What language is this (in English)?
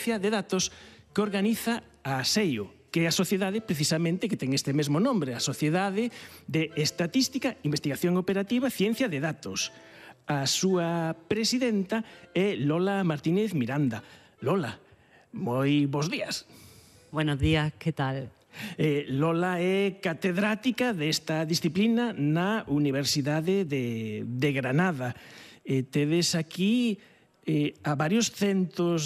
Galician